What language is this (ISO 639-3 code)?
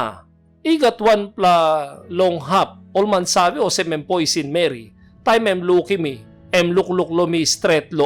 tpi